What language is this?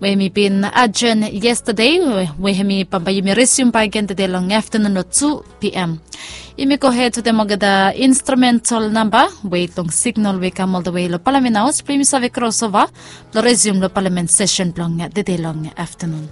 Bislama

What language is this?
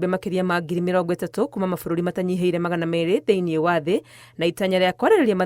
Kikuyu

